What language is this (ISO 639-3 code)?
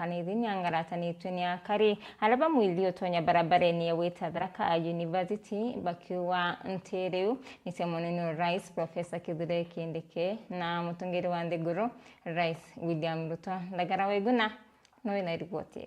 mer